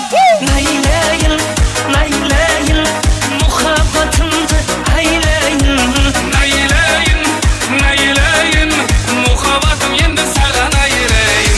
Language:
Kara-Kalpak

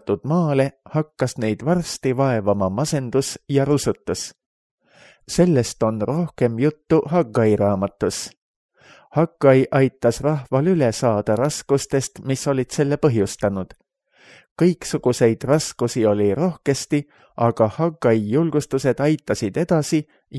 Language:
Estonian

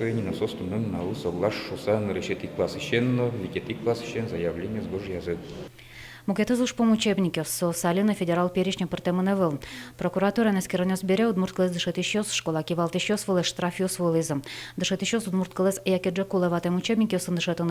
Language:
Udmurt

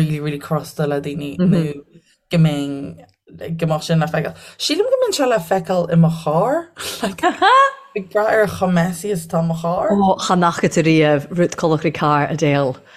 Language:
Irish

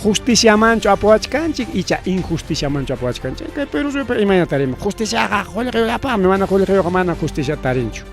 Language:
Ayacucho Quechua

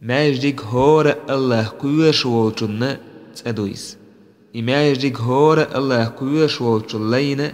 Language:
Chechen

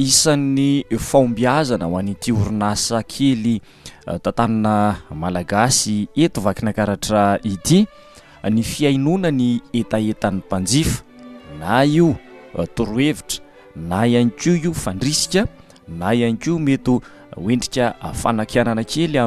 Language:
Malagasy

